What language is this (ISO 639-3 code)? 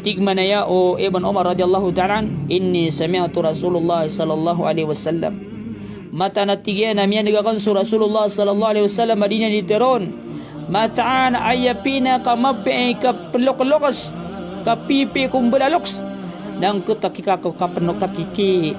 mrw